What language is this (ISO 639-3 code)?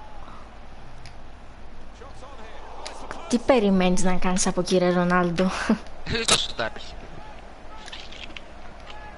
ell